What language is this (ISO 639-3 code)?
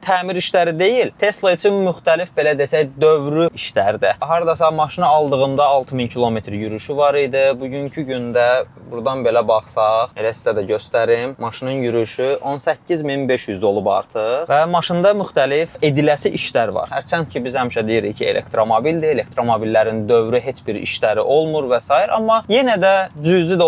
aze